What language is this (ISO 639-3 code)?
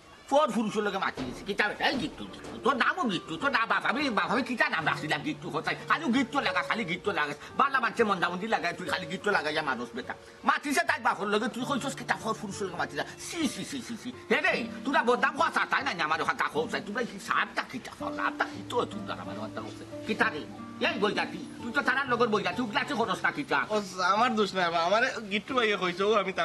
syl